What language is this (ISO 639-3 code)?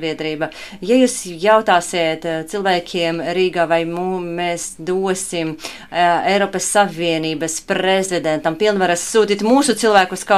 lav